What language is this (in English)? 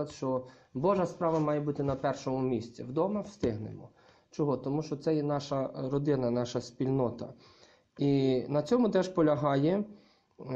Ukrainian